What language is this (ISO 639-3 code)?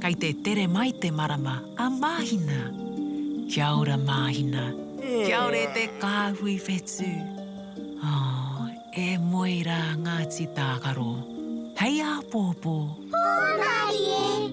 mri